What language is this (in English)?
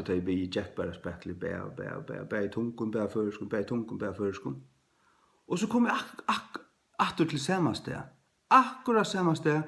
Faroese